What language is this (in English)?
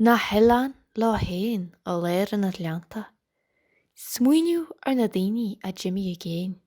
Irish